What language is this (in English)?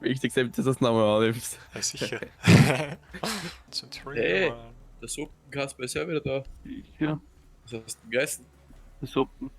Bavarian